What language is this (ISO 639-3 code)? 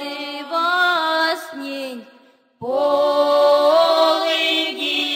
myv